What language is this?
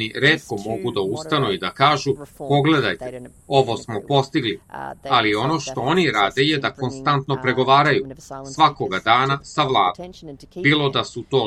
Serbian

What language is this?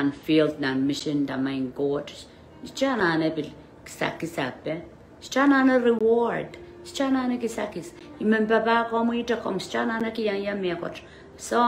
Pohnpeian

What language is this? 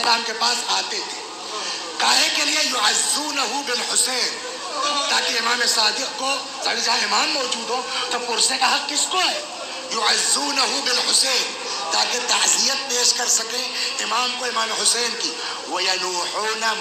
Urdu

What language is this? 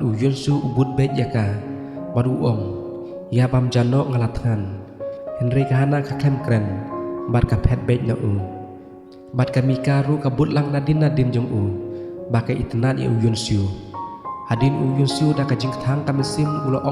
Khasi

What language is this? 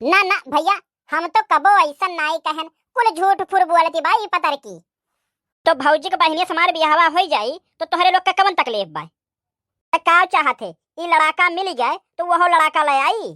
Awadhi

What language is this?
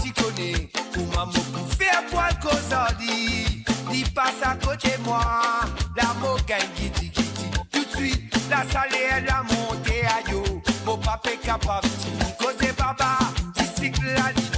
Morisyen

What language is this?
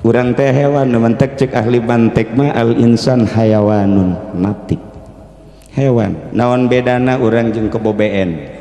Sundanese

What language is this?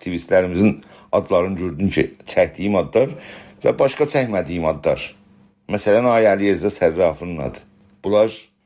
South Azerbaijani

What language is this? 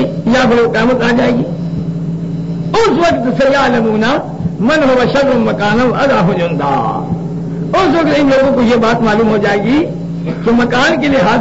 Urdu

